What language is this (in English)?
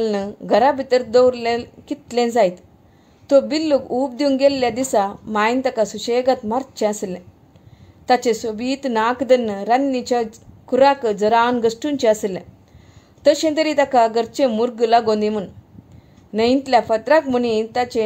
Konkani